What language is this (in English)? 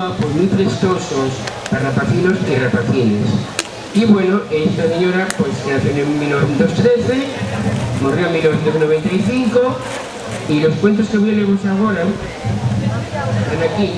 Asturian